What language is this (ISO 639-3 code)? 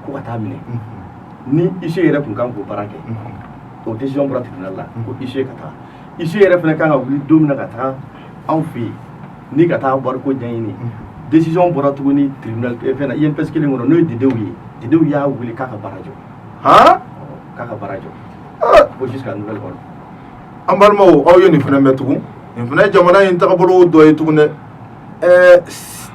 bam